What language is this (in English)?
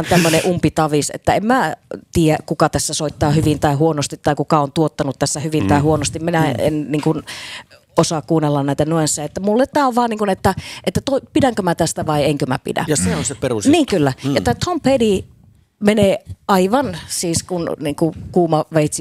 Finnish